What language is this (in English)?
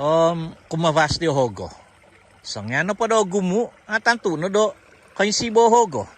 Central Dusun